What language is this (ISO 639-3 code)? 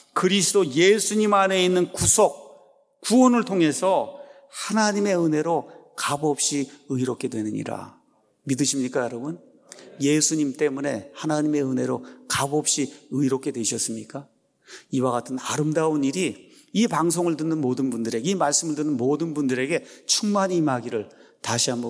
kor